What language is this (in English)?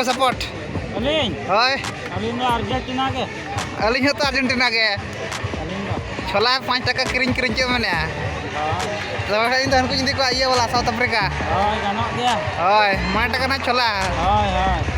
Santali